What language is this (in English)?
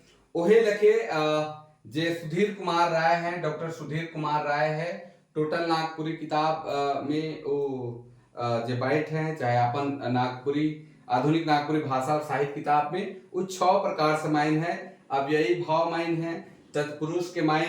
Sadri